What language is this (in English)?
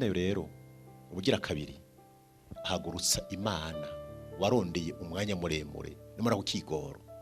Rundi